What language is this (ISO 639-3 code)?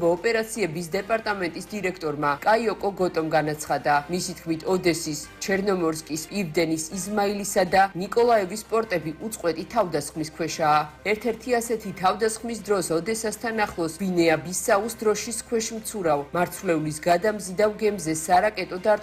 kat